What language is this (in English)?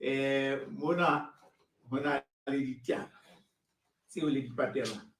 Southern Sotho